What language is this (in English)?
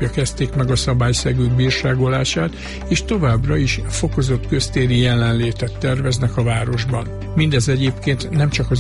Hungarian